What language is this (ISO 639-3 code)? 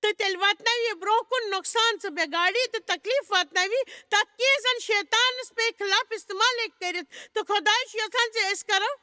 kas